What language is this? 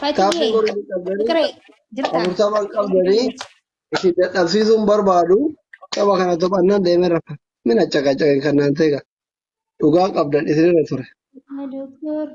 Oromo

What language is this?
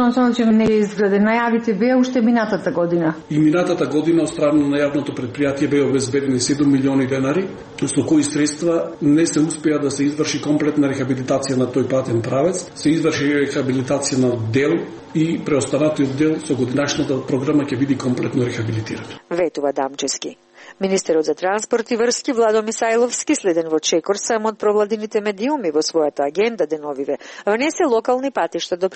Macedonian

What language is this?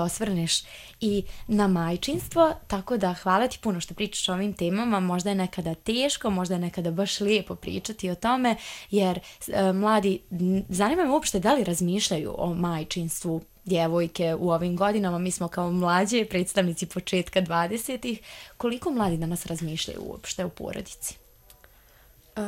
Bosnian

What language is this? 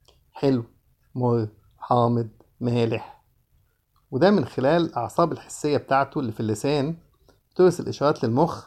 Egyptian Arabic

